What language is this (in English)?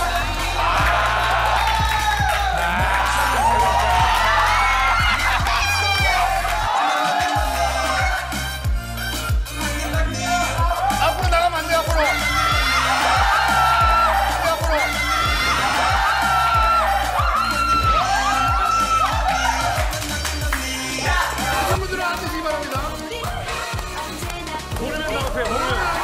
Korean